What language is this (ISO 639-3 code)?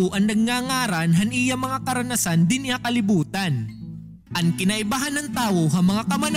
war